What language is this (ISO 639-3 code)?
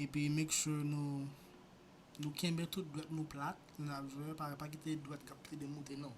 hat